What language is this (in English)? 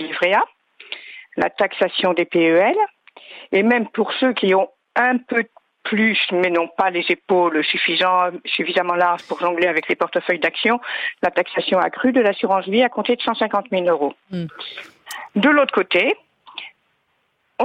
French